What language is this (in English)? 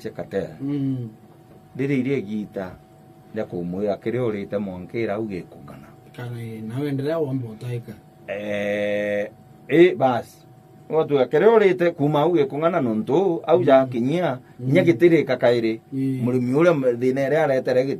Meru